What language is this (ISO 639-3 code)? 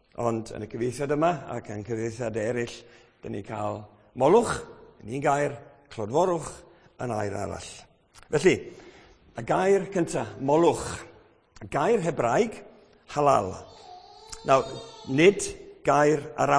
cym